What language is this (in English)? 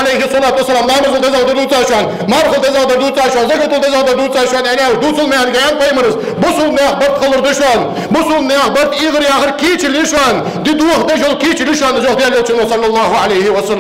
Ingush